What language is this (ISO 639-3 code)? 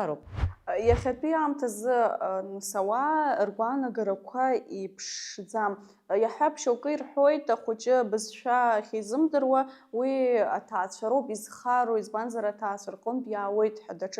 abk